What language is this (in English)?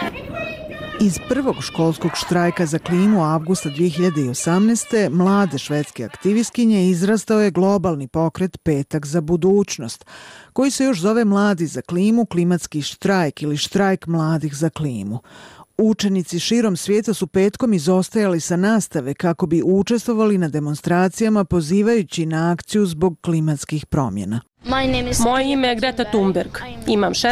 Bosnian